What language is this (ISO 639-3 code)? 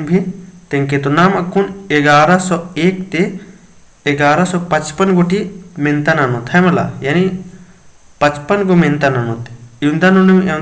kru